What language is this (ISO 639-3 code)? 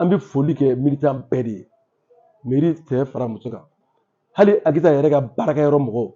bam